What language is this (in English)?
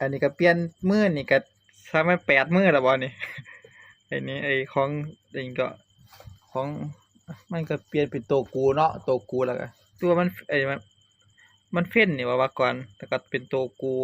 Northeastern Thai